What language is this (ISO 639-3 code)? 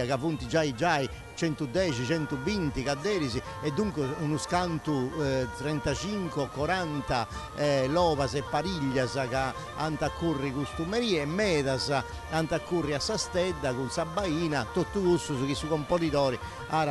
srd